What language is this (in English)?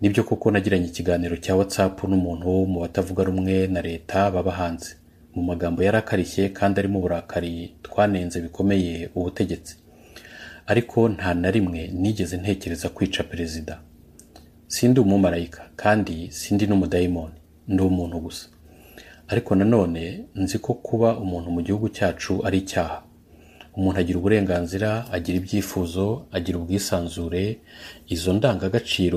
Kinyarwanda